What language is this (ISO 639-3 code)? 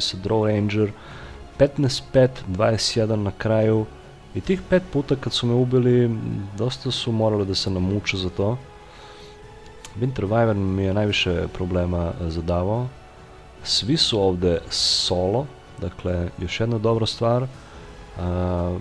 srp